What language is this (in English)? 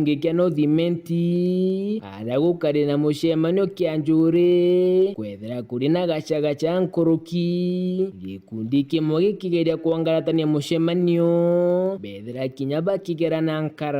Meru